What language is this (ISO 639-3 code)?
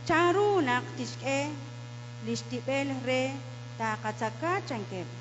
kek